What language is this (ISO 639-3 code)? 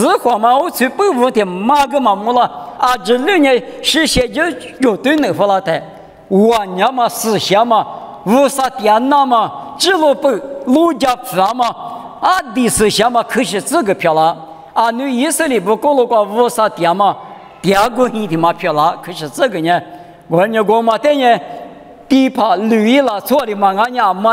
lis